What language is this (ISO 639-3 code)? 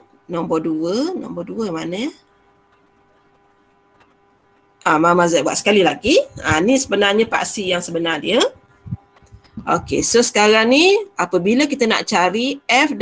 msa